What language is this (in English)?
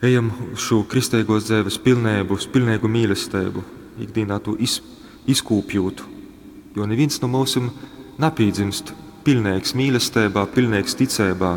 Latgalian